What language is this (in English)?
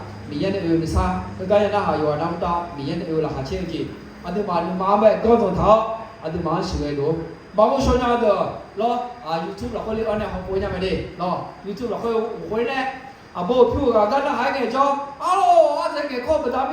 Akha